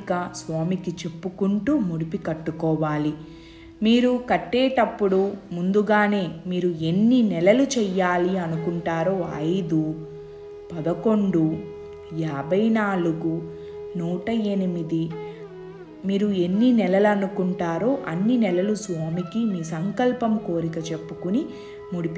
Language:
Telugu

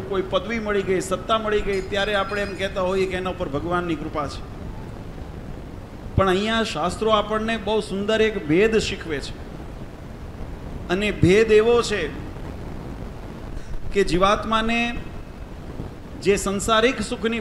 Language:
Gujarati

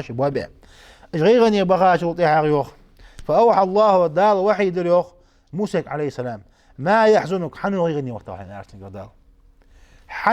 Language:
Ingush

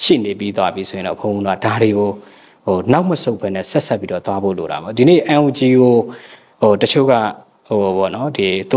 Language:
Burmese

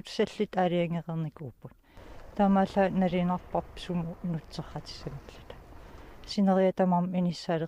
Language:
Kalaallisut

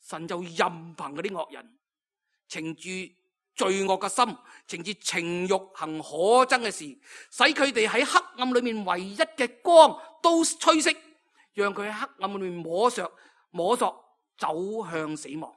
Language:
Cantonese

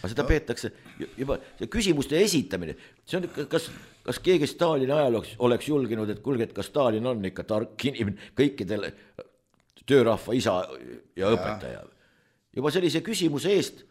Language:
Estonian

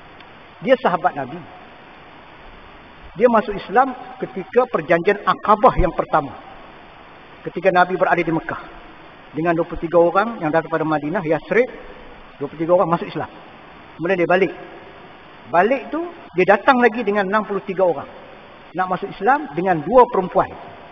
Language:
Malay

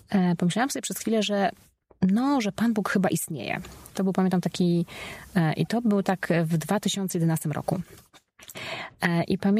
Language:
Polish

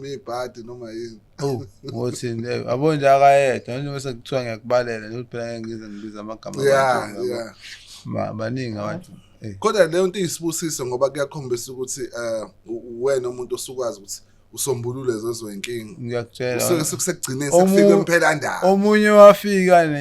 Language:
Zulu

